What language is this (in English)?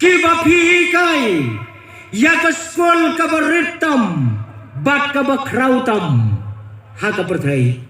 Khasi